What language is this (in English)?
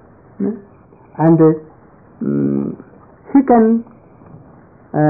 English